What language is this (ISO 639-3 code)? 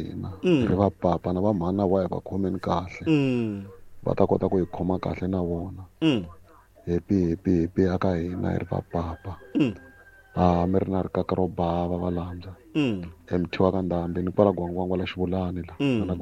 tso